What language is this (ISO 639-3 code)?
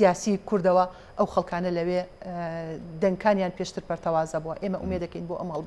ckb